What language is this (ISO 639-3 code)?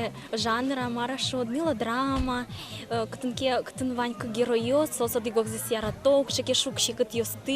udm